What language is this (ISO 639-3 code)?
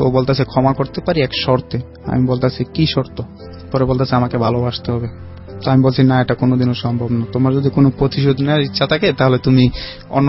ben